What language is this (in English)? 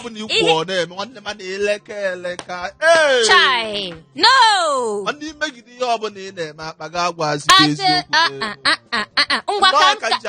Igbo